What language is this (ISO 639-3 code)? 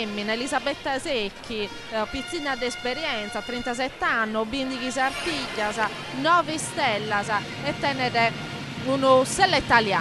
srd